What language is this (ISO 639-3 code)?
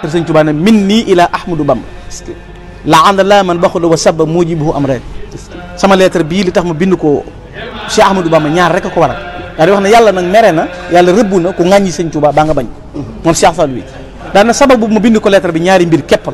wol